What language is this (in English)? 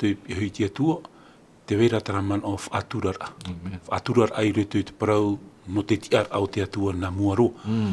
Tahitian